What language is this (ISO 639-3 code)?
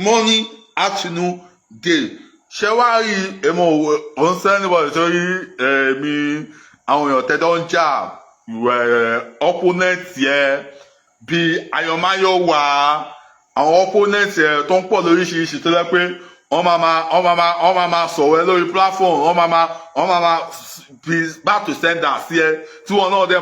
yor